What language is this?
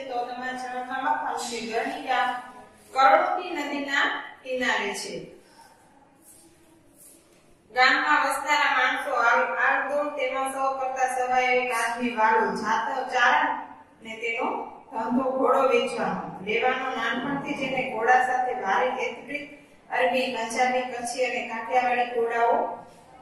Gujarati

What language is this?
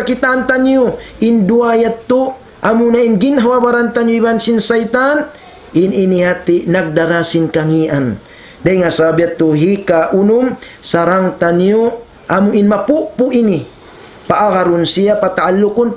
Tausug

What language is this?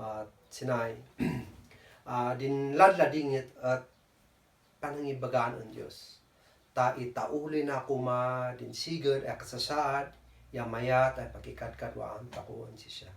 Kankanaey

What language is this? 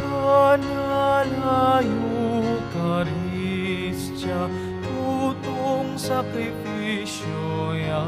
Pampanga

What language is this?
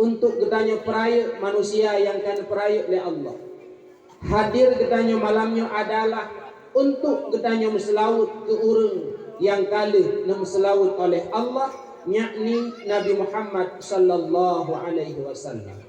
Achinese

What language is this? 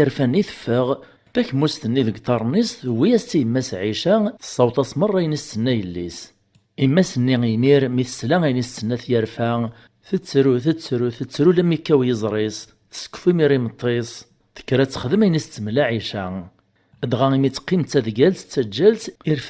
Kabyle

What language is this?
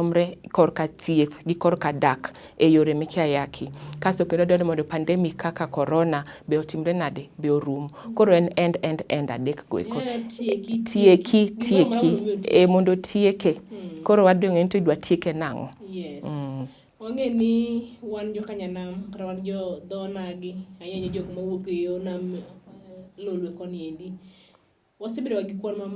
Luo (Kenya and Tanzania)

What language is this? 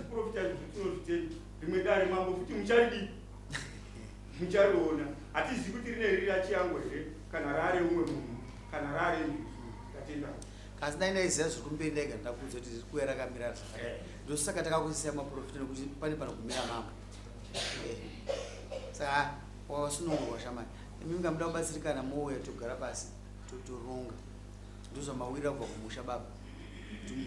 Shona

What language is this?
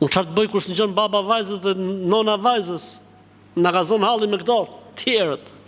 Albanian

